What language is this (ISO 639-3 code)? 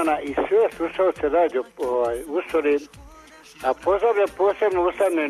hrv